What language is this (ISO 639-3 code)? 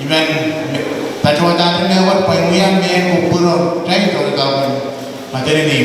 pon